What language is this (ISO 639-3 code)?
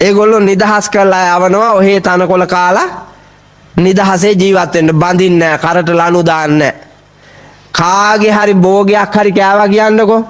sin